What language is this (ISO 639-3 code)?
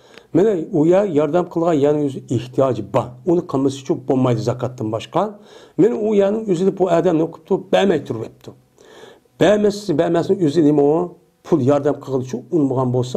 uig